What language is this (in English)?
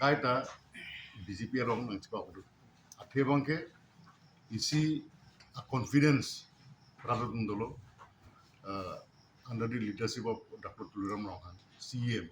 Karbi